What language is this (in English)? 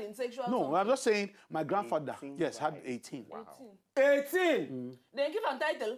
Nigerian Pidgin